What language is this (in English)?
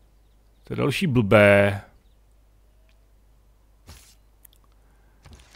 Czech